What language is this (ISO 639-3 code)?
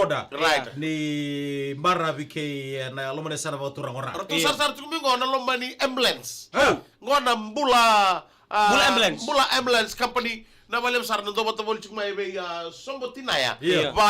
fij